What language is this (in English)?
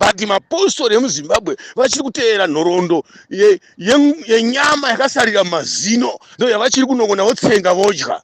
Shona